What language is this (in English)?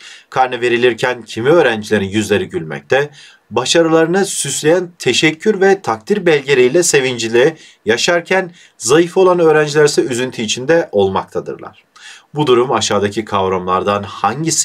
Turkish